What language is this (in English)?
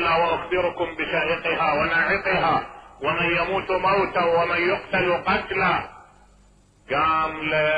Mesopotamian Arabic